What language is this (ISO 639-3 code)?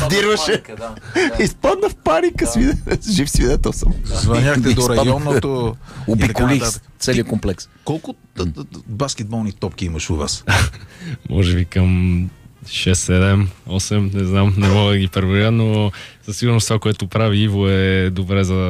bul